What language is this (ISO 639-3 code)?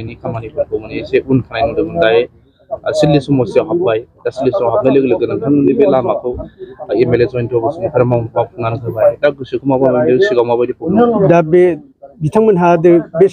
brx